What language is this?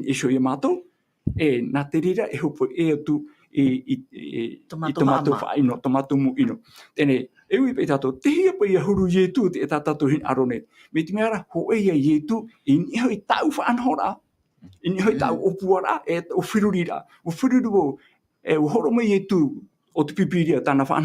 Tahitian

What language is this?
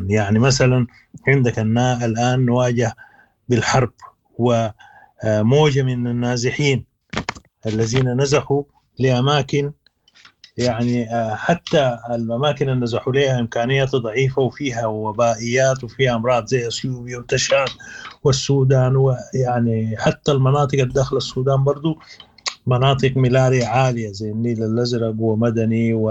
Sudanese Arabic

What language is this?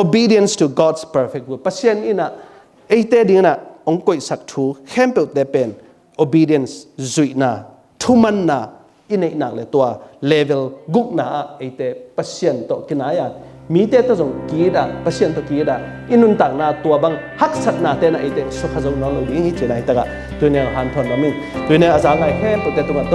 Tedim Chin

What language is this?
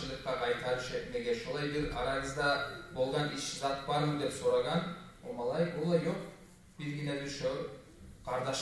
Kumyk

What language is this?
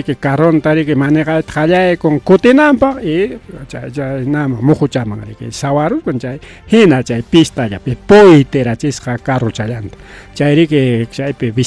Ayacucho Quechua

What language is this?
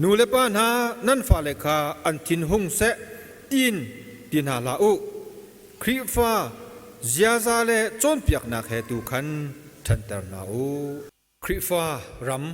Hakha Chin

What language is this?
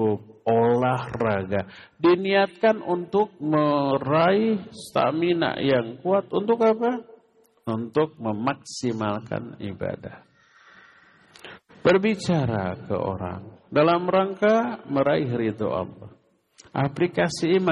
Indonesian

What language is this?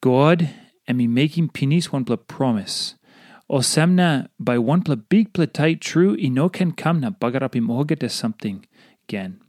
Tok Pisin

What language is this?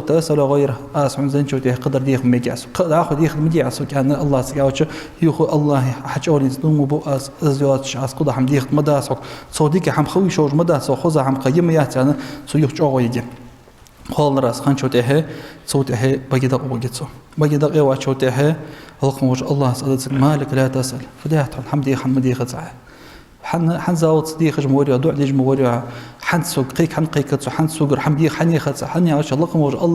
Ingush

